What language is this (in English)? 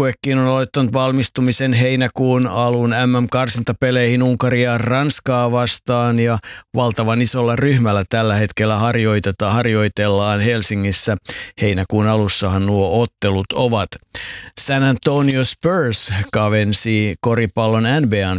Finnish